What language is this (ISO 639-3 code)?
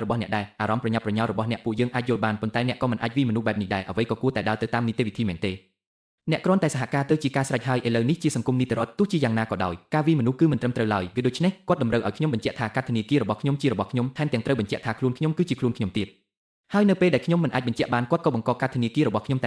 khm